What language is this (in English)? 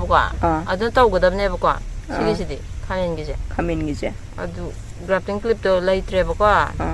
Manipuri